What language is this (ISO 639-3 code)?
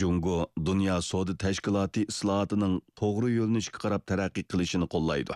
uig